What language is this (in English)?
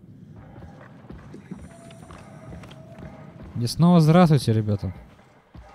Russian